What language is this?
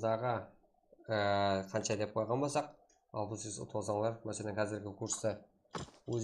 Kara-Kalpak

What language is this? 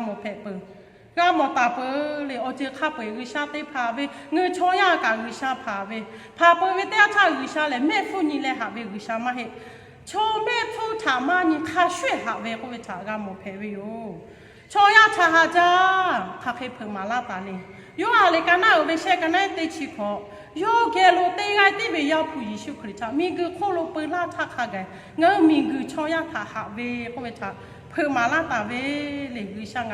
Lahu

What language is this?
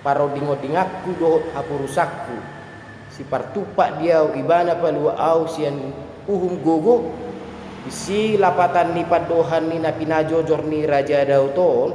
Batak Toba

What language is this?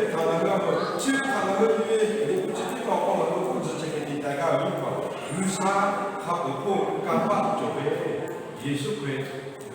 Lahu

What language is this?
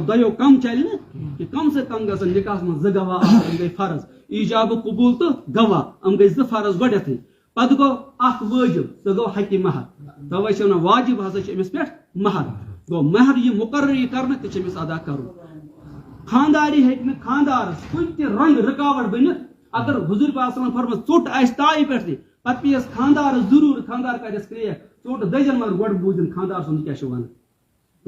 Kashmiri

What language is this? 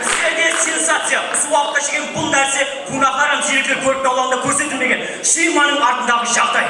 Kara-Kalpak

